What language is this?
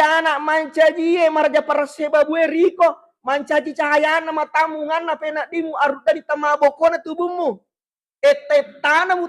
Buginese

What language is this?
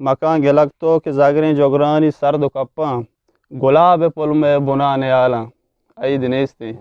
Eastern Balochi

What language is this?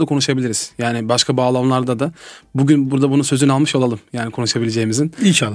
Turkish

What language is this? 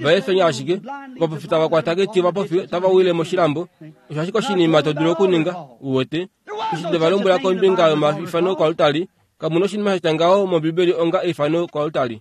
Kuanyama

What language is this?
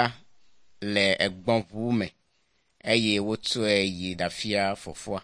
Ewe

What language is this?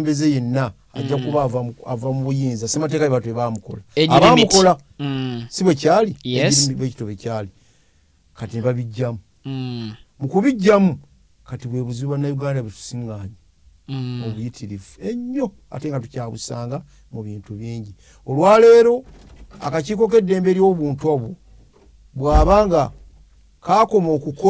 Ganda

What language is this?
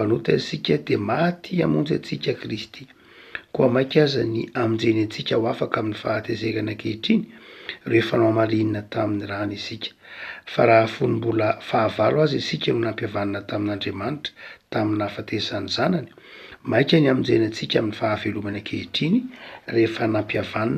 Malagasy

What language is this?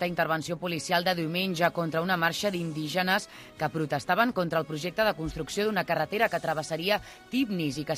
Catalan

